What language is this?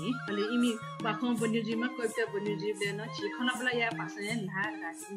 Newari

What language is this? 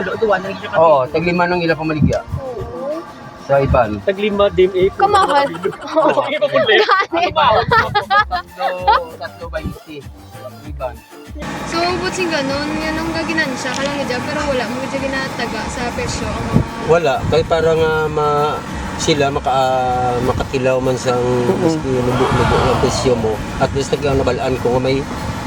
Hiligaynon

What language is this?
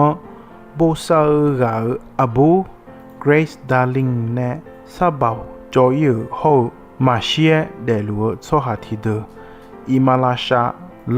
Akha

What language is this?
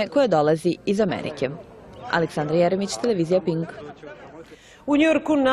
Serbian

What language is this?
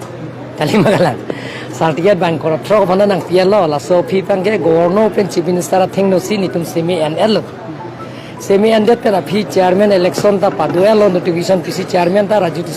Karbi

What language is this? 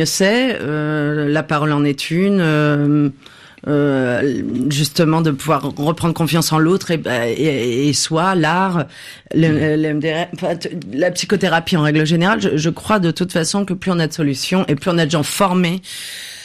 French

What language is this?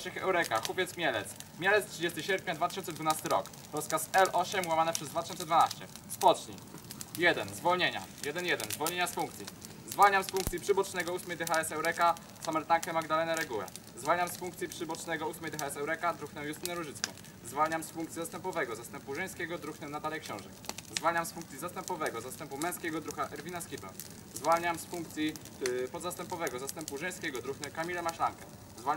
Polish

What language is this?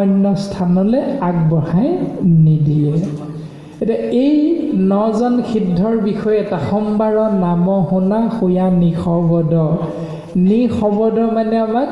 Assamese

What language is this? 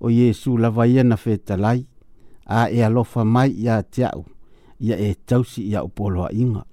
Samoan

